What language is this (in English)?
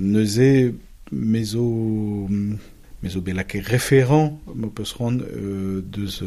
Breton